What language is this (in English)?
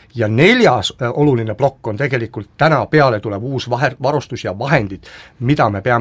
Estonian